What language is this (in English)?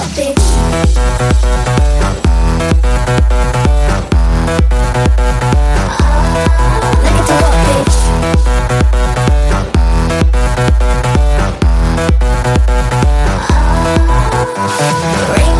English